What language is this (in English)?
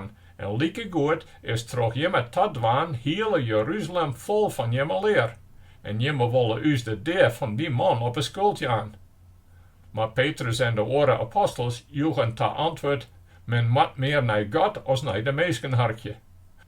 Western Frisian